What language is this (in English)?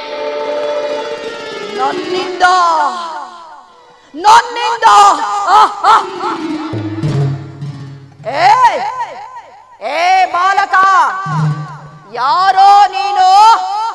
Kannada